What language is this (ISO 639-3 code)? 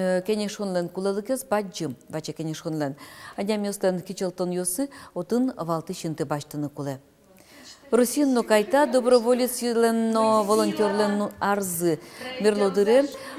udm